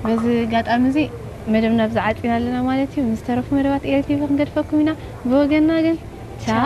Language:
Tigrinya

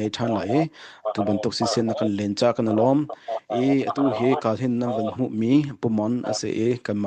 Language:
Hakha Chin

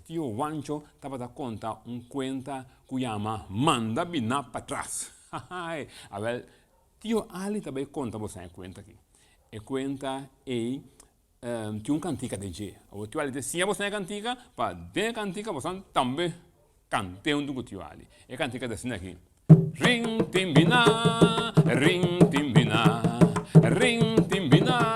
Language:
Papiamento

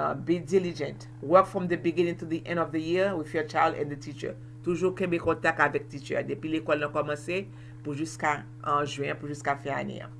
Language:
Haitian Creole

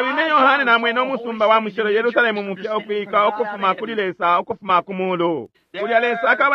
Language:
Bemba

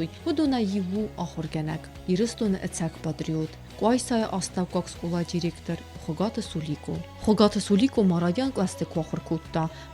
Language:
Ossetic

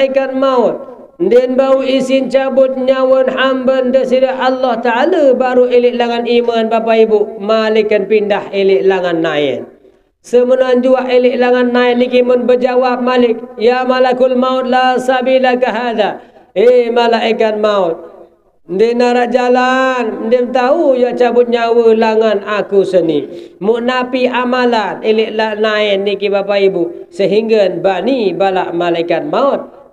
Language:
Sasak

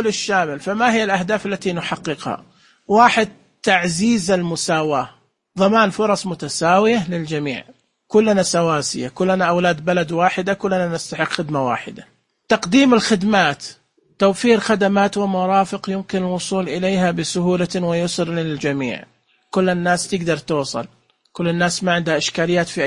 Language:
Najdi Arabic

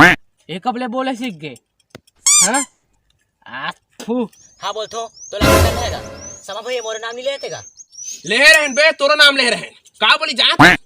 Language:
Chhattisgarhi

